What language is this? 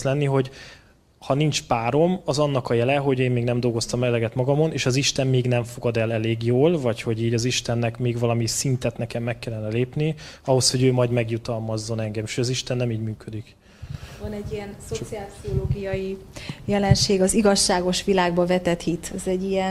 Hungarian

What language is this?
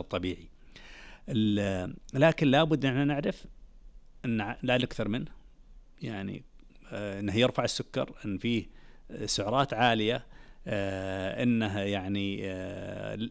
Najdi Arabic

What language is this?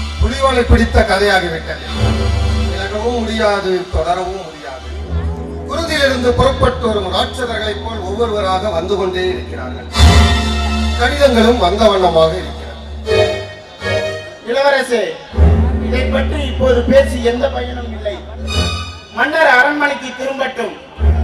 Tamil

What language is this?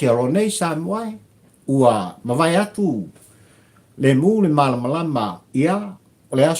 Samoan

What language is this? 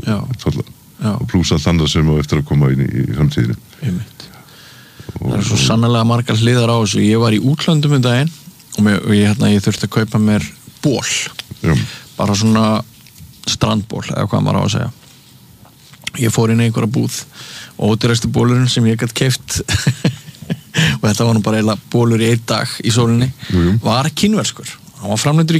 Icelandic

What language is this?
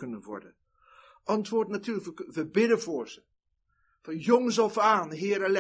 Dutch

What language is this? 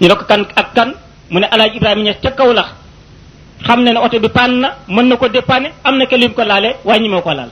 Wolof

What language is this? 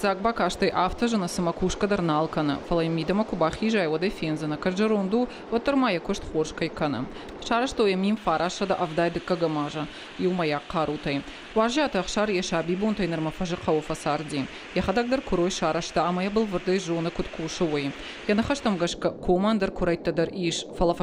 Ossetic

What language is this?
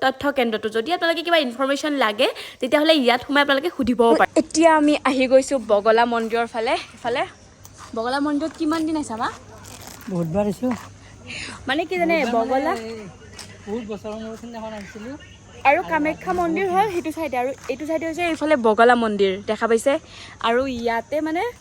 Assamese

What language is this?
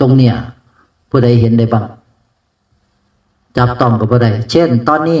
Northeastern Thai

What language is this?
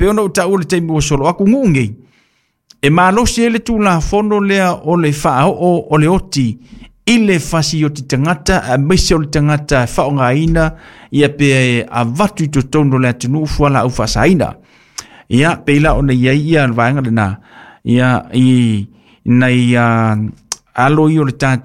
Samoan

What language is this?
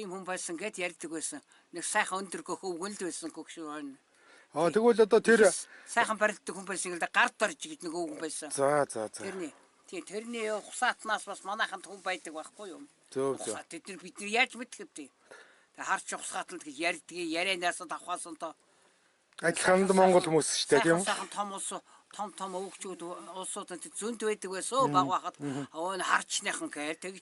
Mongolian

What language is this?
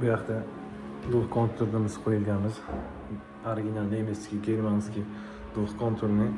Uzbek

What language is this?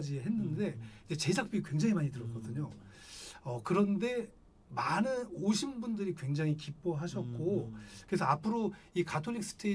Korean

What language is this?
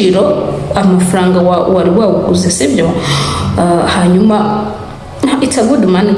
Kinyarwanda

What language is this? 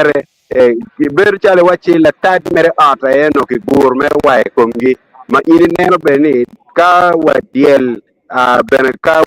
Acoli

